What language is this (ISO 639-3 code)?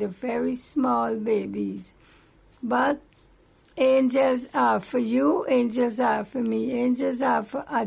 eng